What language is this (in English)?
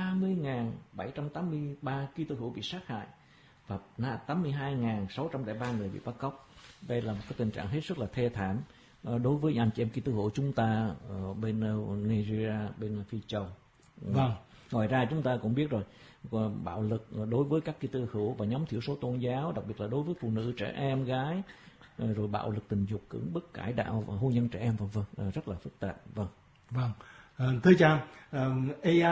Vietnamese